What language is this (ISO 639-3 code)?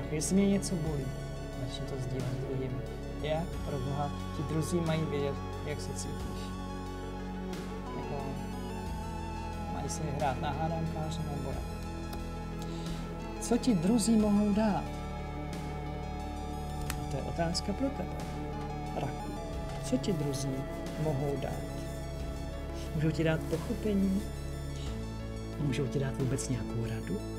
ces